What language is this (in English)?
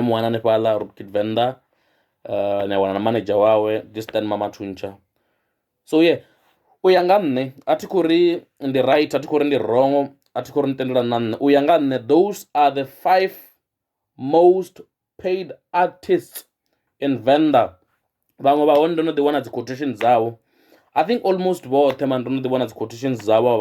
Venda